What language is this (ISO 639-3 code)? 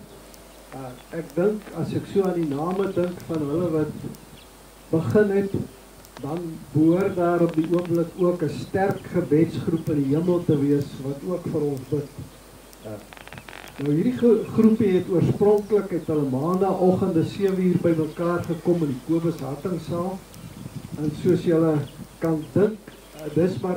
afr